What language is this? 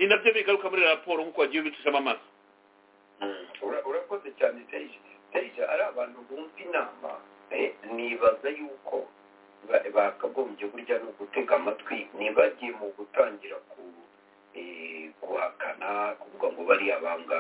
Kinyarwanda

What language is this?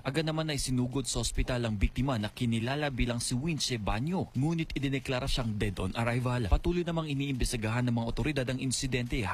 Filipino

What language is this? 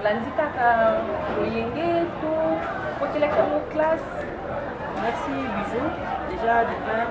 Lingala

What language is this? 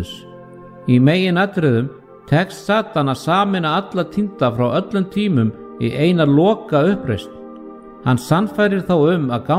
Icelandic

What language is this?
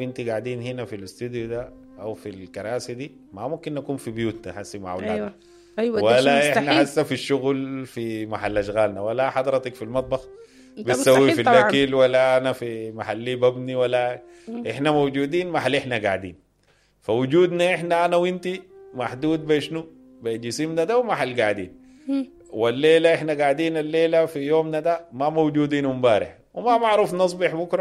Sudanese Arabic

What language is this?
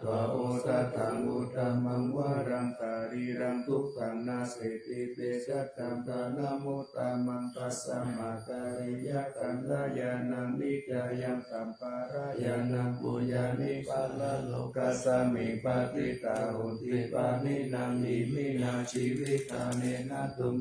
Pali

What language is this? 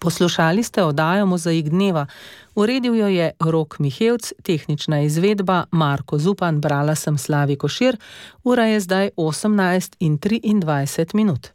Slovenian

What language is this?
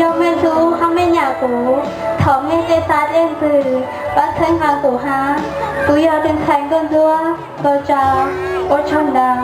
Hmong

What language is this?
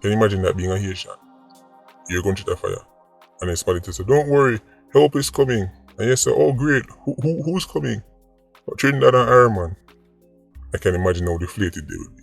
Jamaican Creole English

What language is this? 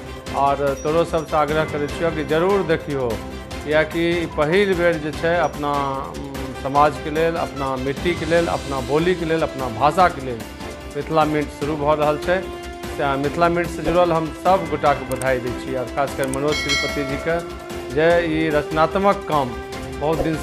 Maithili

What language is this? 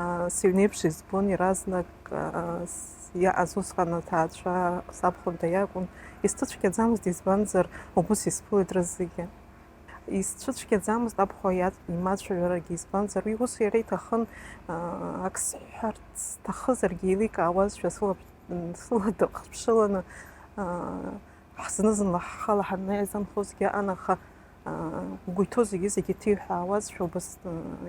Abkhazian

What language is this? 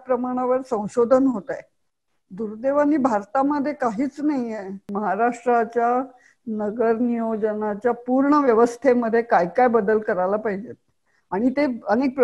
Marathi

